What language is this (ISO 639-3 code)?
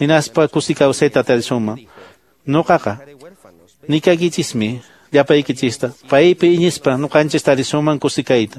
que